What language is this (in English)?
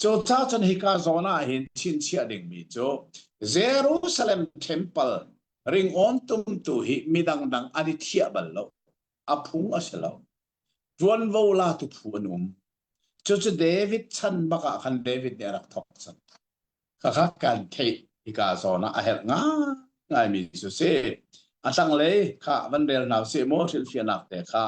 Hakha Chin